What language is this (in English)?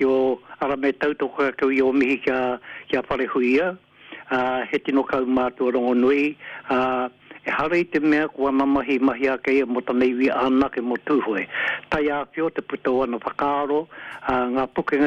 Māori